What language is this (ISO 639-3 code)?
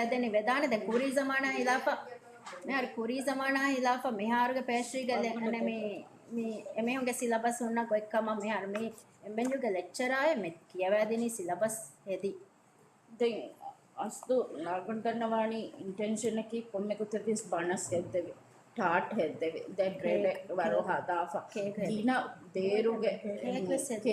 div